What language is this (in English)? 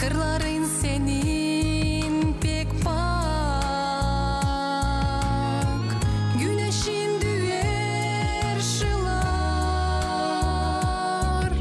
Gagauz